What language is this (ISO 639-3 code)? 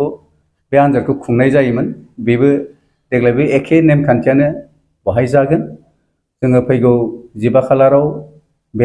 brx